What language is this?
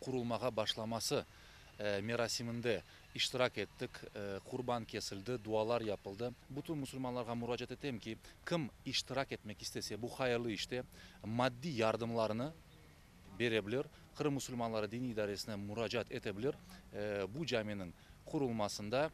Crimean Tatar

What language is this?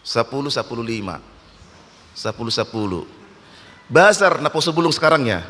Batak Toba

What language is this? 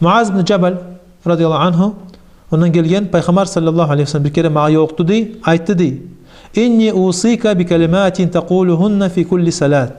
Kumyk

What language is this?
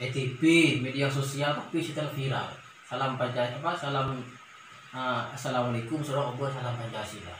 Madurese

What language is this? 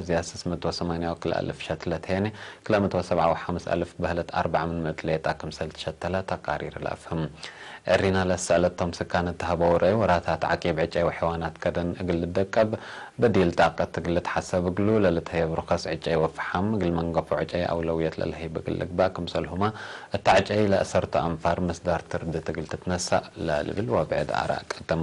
Tigre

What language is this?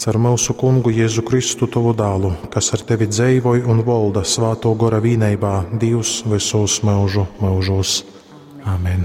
Latgalian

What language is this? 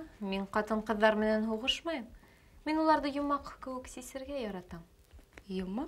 Bashkir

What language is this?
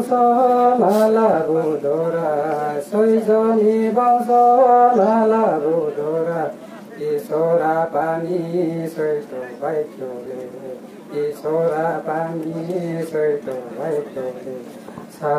Riang (India)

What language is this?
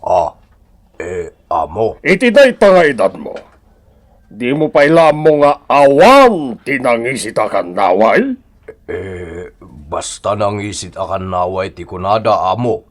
Iloko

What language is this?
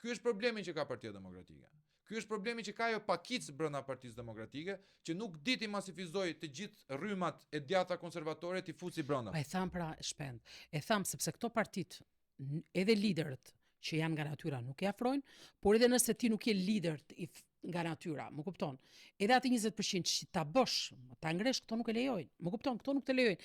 Albanian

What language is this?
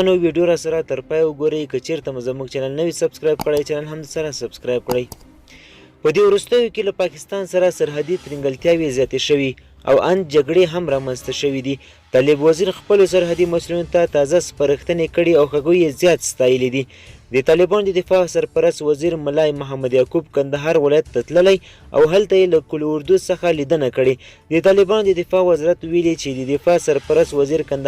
Pashto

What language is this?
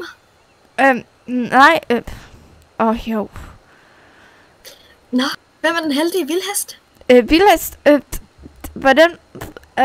Danish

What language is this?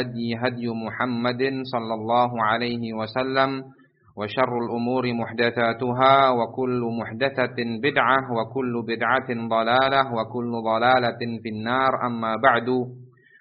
Indonesian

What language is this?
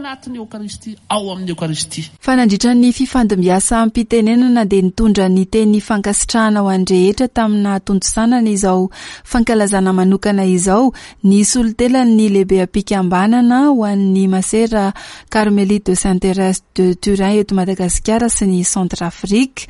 Malagasy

